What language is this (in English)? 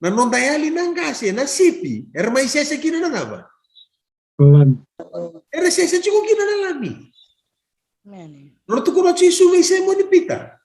Fijian